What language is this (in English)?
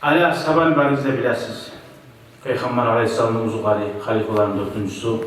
Kumyk